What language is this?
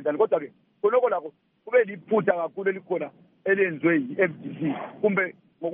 North Ndebele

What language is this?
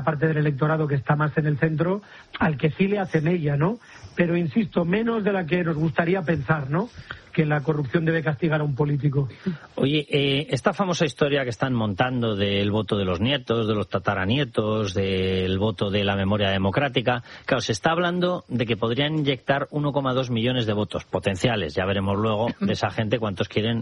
Spanish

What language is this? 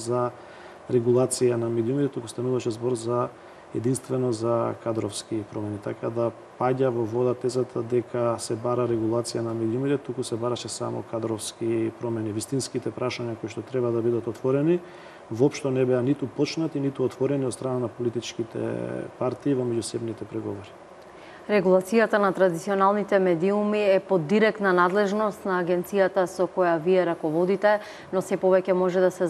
Macedonian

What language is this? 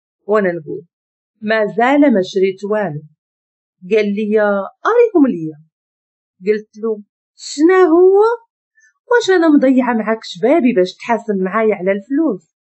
Moroccan Arabic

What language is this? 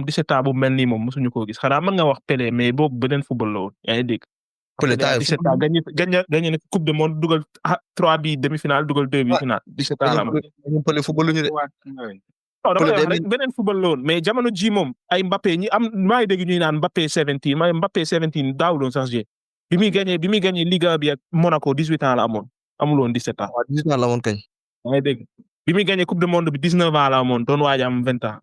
Wolof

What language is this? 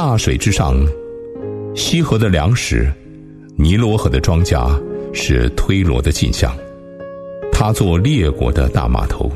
Chinese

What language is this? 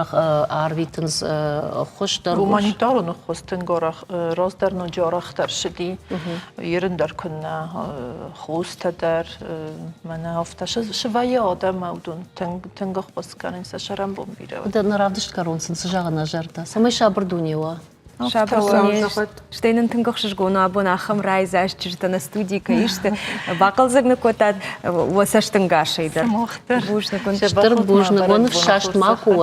Ossetic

